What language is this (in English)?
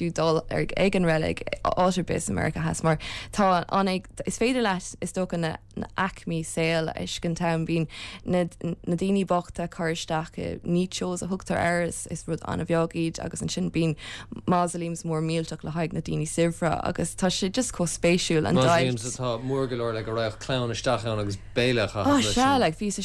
Irish